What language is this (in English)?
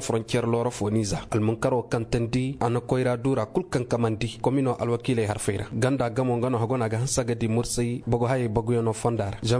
Koyraboro Senni